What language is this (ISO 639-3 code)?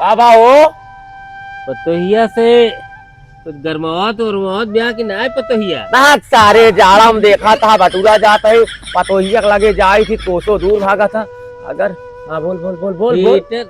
awa